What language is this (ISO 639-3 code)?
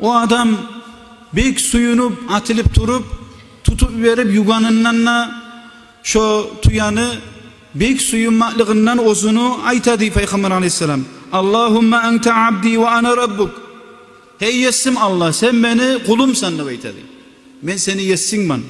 kum